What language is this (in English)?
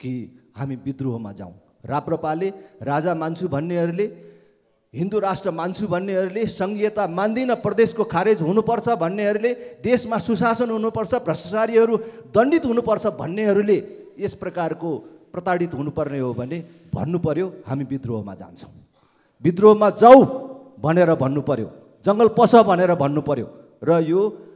Nepali